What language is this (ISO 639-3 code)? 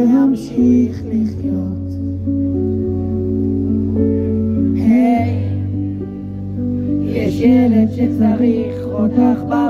heb